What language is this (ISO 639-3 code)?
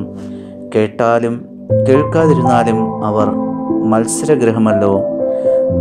mal